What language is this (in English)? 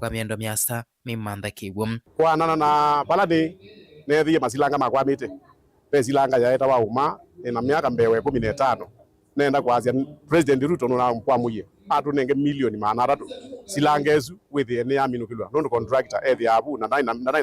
Kamba